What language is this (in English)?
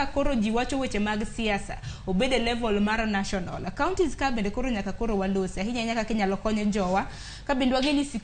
Luo (Kenya and Tanzania)